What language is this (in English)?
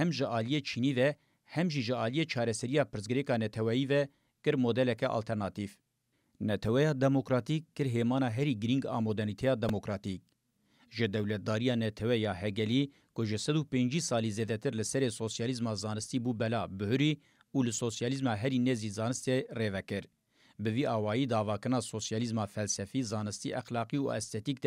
Kurdish